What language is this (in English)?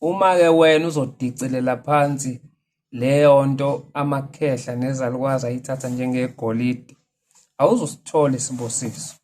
Zulu